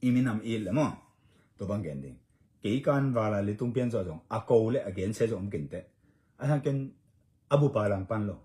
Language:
Tedim Chin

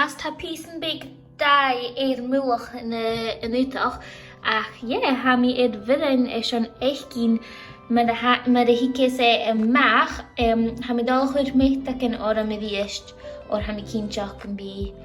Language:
Scottish Gaelic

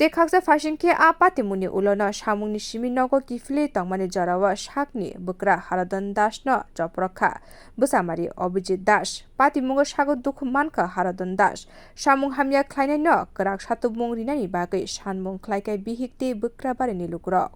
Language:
Kok Borok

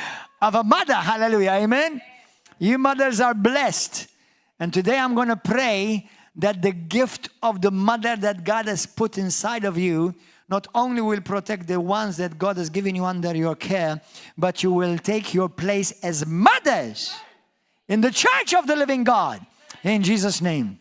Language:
English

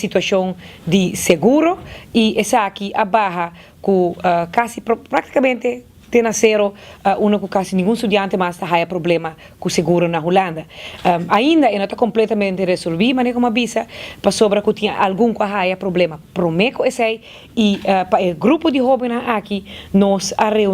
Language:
Papiamento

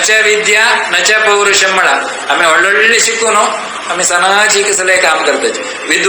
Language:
Konkani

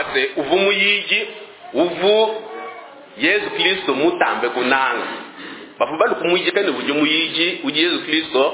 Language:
Luba-Lulua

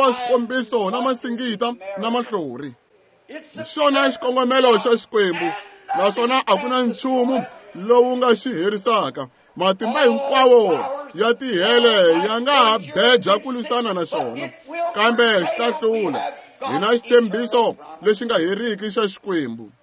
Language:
Tsonga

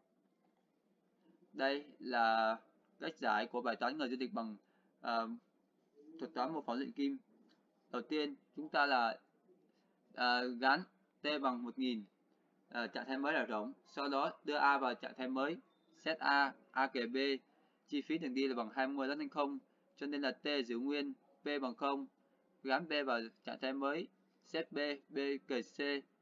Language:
Vietnamese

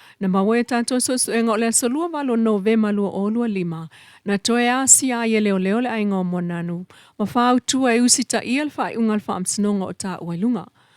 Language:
Samoan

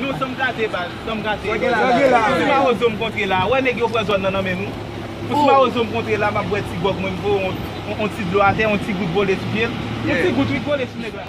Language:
Haitian Creole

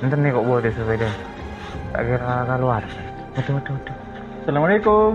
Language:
Madurese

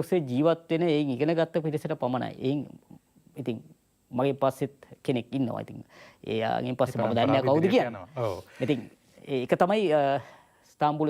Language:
Sinhala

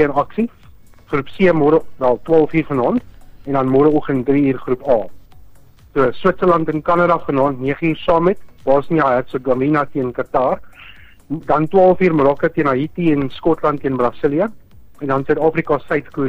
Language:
Afrikaans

